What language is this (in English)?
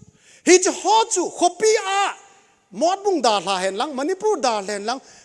Thado Chin